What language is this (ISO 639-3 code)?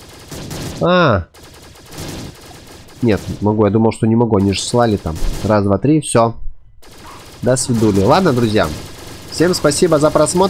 rus